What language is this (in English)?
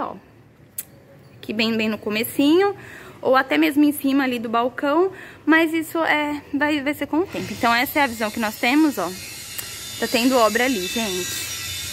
Portuguese